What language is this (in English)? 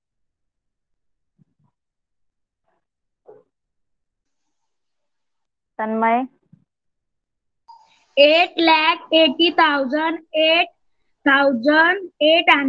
Marathi